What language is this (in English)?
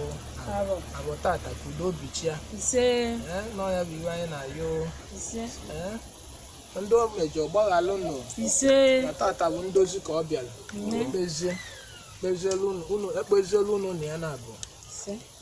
Igbo